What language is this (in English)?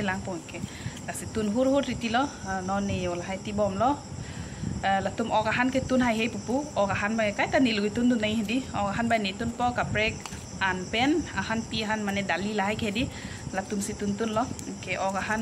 Karbi